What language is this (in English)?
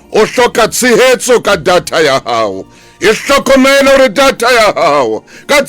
Southern Sotho